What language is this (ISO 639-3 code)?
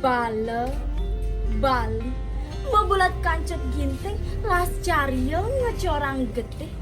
ban